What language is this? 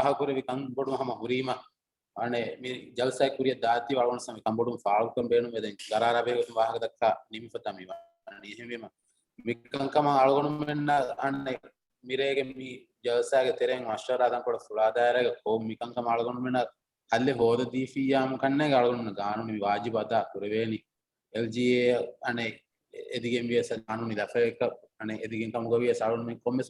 Divehi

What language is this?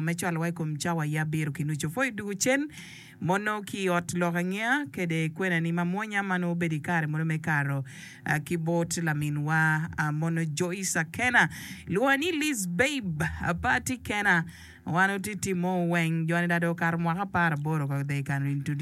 Acoli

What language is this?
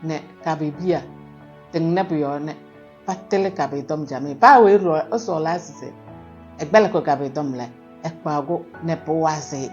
Kabiyè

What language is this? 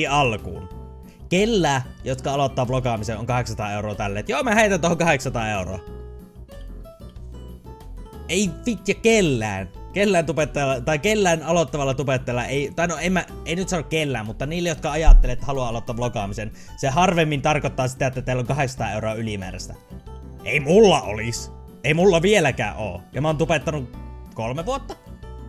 Finnish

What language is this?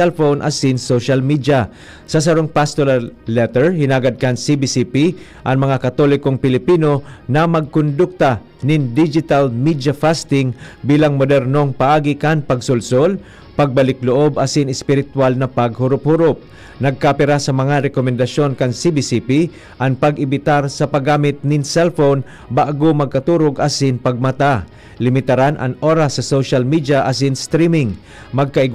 Bikol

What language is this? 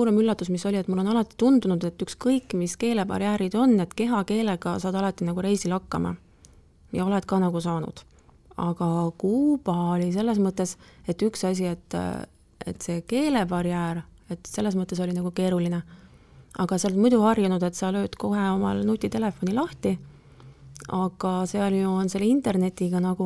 Estonian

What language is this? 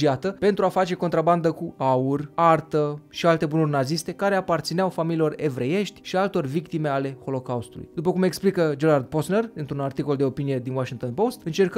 Romanian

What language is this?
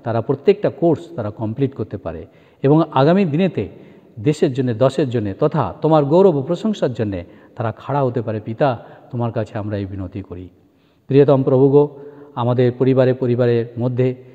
Bangla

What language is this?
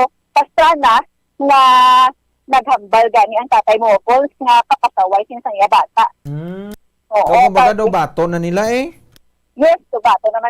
Hiligaynon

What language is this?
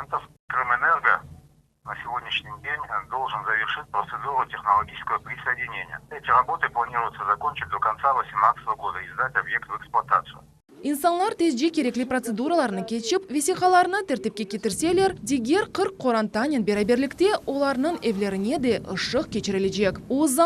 Crimean Tatar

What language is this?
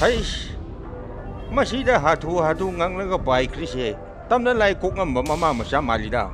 Manipuri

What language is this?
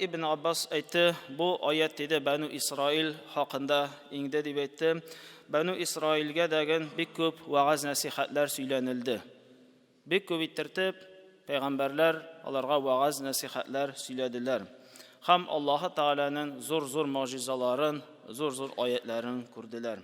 Tatar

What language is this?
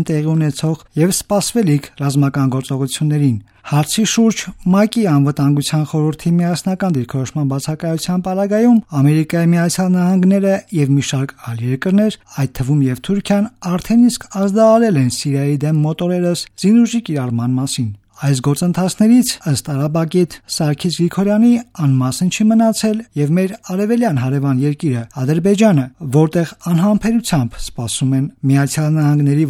Armenian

